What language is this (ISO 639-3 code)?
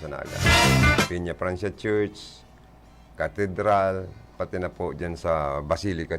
bik